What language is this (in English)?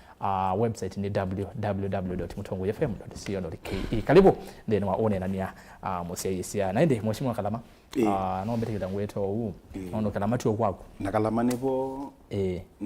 Kamba